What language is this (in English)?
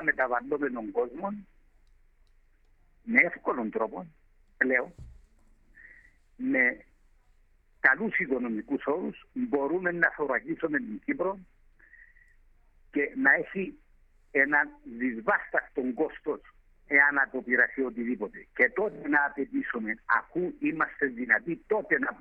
Greek